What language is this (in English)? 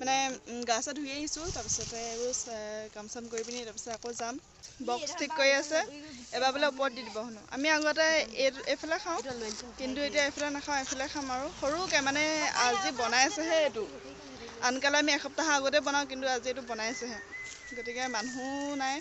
Assamese